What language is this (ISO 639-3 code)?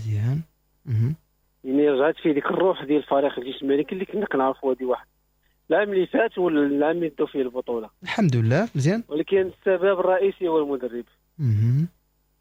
ary